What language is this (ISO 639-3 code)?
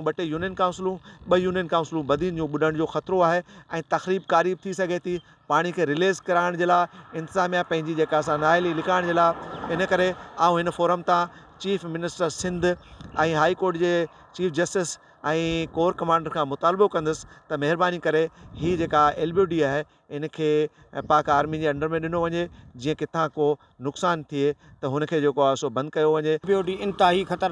snd